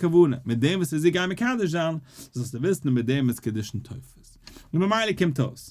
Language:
Yiddish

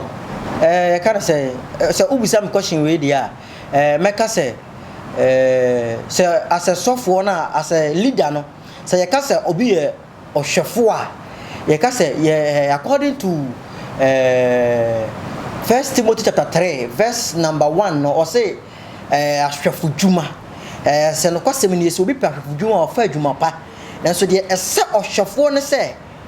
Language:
Akan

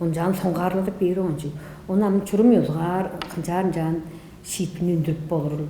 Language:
Tuvinian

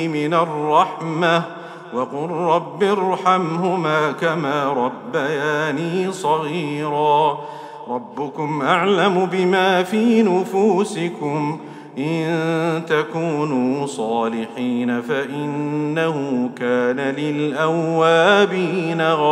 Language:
Arabic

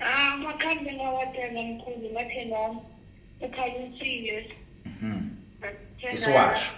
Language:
Zulu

